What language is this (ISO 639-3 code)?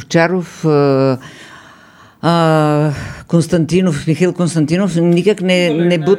bul